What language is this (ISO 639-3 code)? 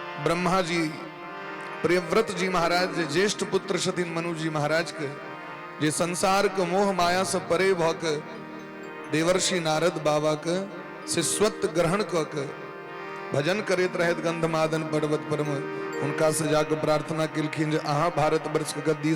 mai